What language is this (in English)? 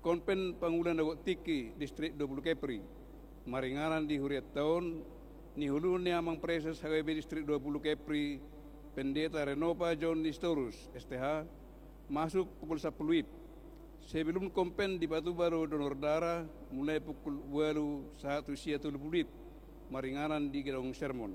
Batak Toba